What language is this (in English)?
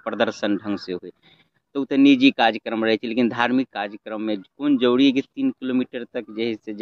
Maithili